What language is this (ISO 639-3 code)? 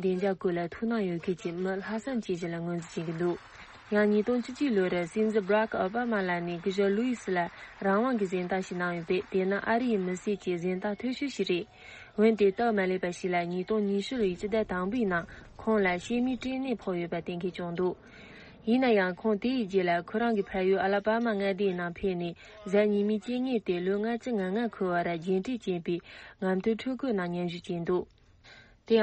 bod